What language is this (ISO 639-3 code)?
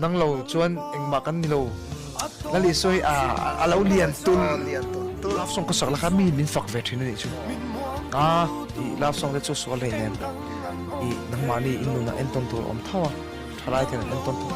lus